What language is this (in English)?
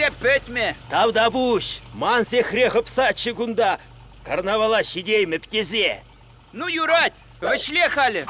Chuvash